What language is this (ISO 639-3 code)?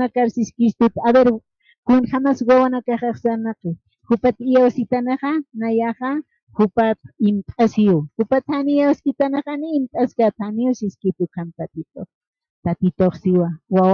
aym